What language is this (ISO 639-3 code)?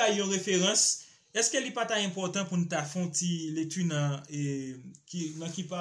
hat